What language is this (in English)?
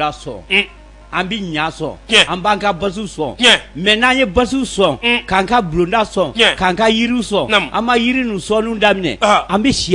Bambara